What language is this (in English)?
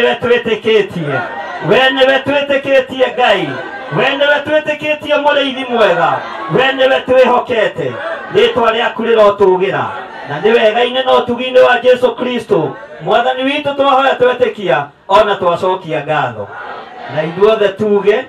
Kikuyu